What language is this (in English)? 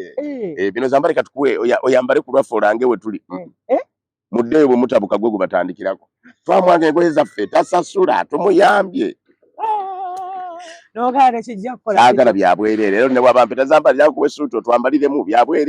Ganda